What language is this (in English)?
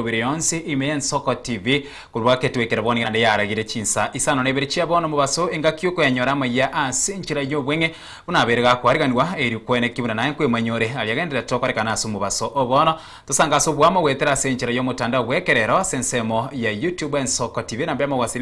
Gusii